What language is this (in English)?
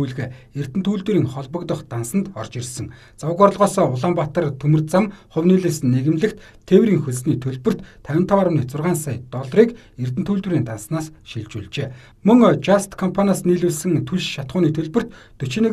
Mongolian